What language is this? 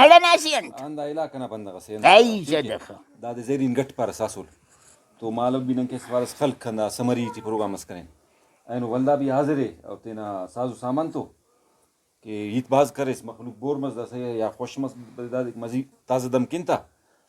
Brahui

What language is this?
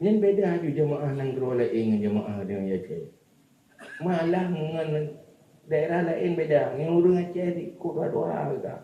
Achinese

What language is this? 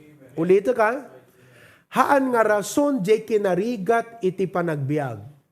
Iloko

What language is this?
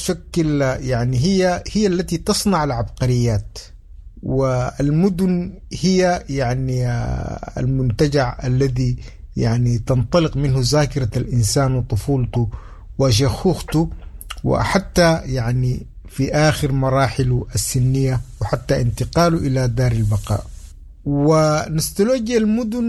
Sudanese Arabic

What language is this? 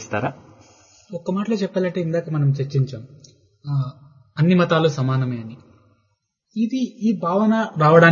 Telugu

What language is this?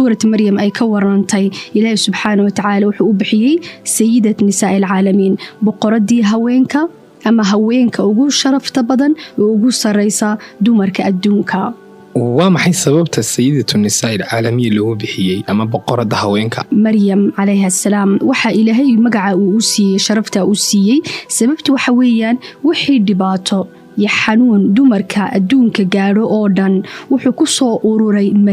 Somali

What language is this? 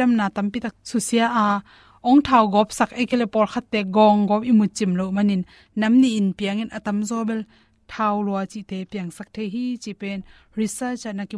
Tedim Chin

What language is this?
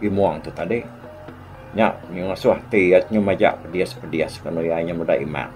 Iban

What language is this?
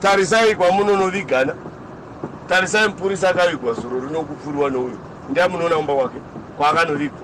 Shona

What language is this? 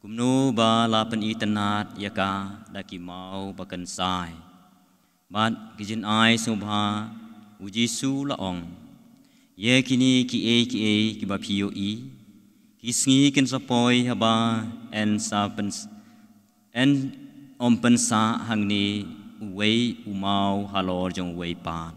Khasi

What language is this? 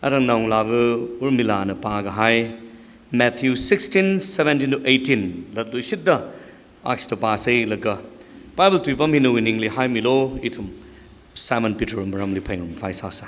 Tangkhul Naga (India)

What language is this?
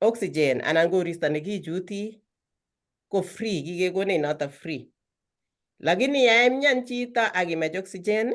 Kalenjin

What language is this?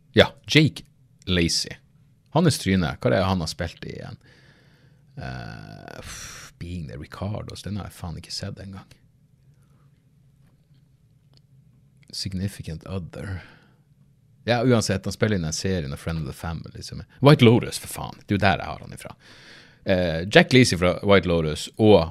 Norwegian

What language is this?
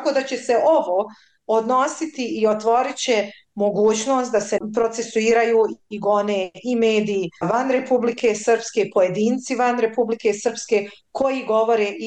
Bosnian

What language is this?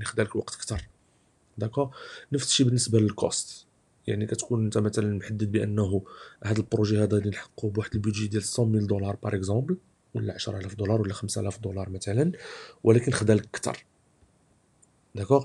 Moroccan Arabic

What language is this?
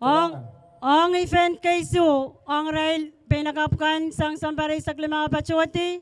Pohnpeian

